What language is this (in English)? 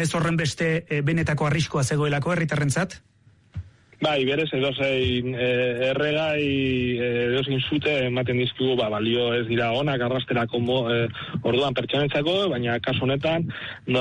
Basque